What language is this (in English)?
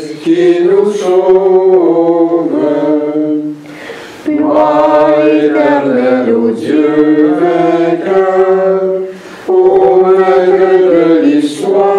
French